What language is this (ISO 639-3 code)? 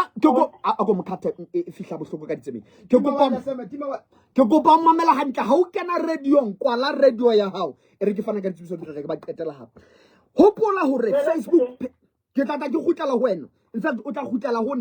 sot